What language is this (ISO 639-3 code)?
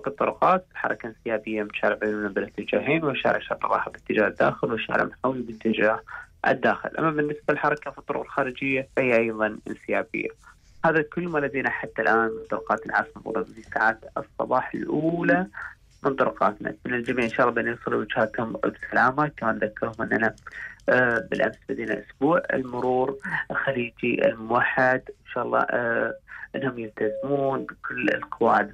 afb